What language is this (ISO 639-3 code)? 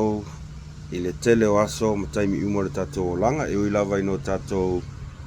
smo